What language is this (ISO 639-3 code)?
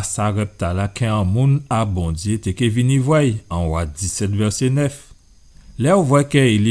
gcf